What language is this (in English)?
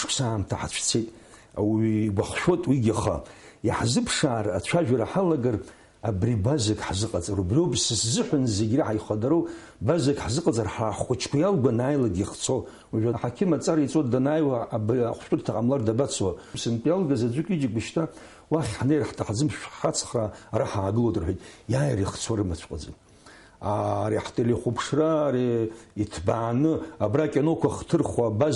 Abkhazian